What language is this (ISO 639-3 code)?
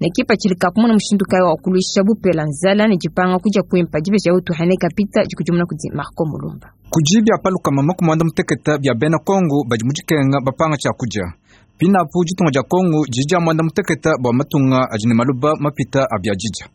lua